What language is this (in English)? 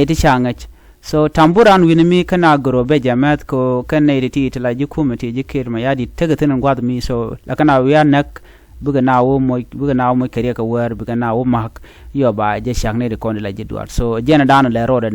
Nuer